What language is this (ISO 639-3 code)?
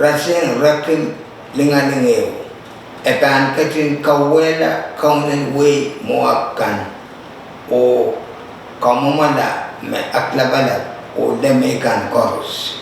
pon